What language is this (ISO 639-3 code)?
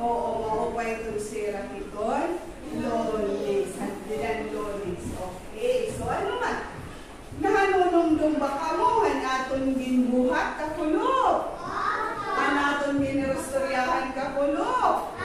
war